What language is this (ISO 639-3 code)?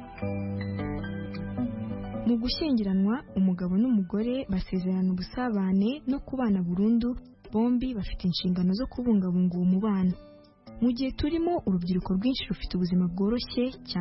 kin